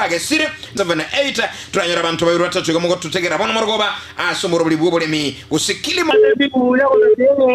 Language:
Gusii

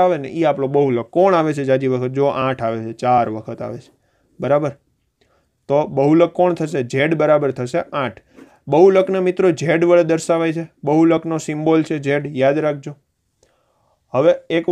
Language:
Gujarati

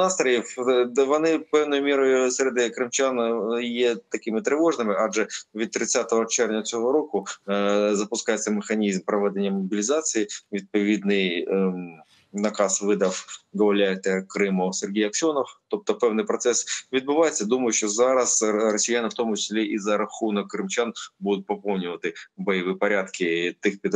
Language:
Ukrainian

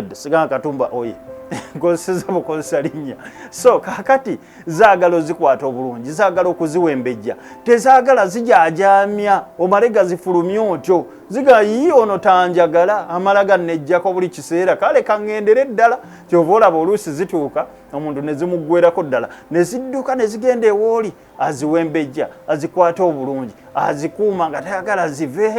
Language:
Ganda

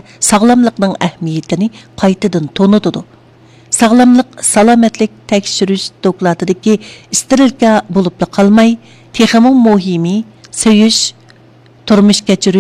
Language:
Uyghur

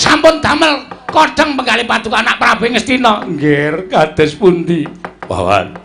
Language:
Javanese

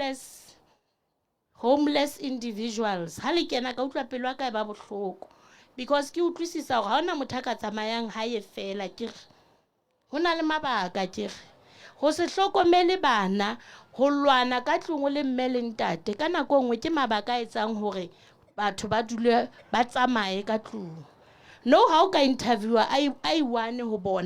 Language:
Southern Sotho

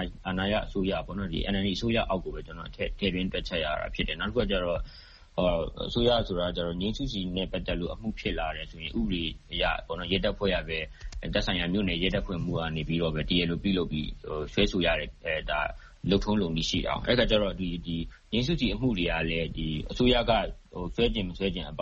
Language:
Burmese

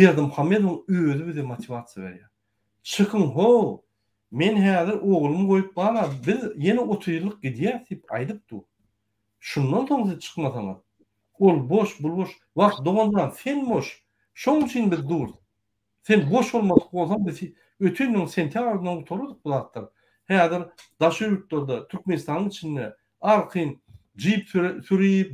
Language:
Turkmen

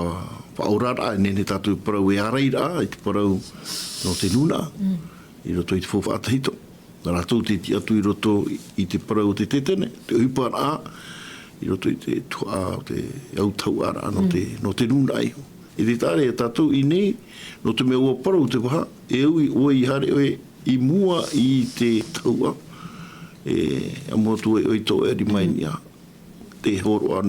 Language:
Tahitian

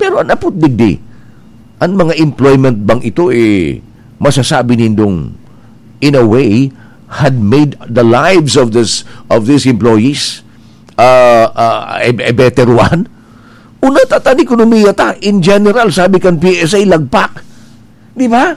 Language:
Bikol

